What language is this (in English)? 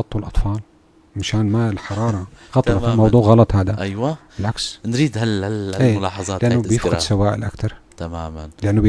North Levantine Arabic